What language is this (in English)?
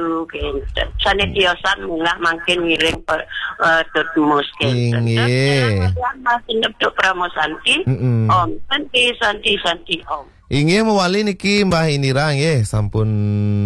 Balinese